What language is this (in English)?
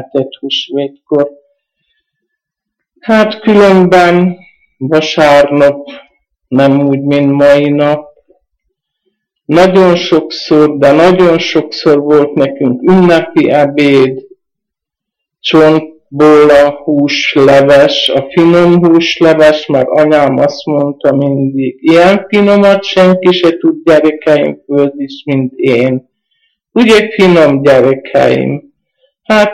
Hungarian